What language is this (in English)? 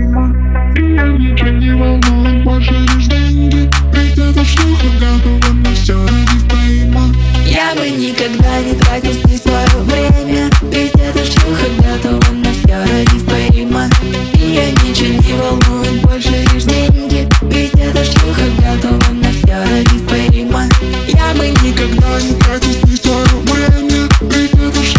Russian